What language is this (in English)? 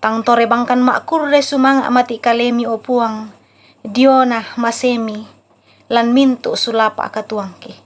Toraja-Sa'dan